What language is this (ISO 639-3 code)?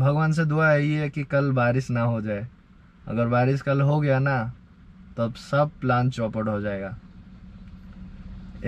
hin